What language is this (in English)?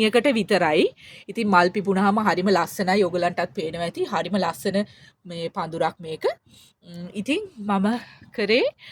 Sinhala